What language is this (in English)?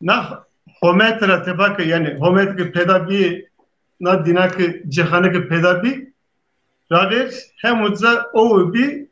Zaza